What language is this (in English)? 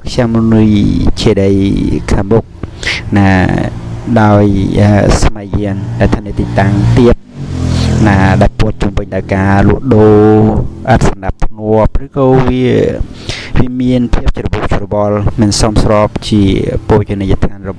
Khmer